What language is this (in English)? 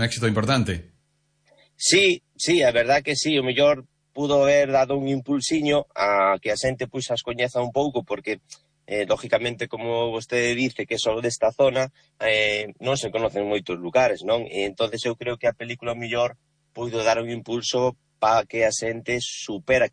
Galician